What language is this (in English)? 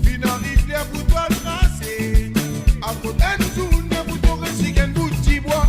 Morisyen